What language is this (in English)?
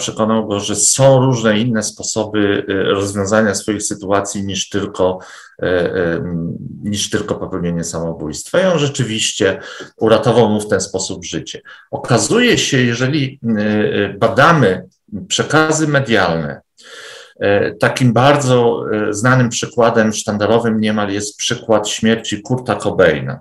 Polish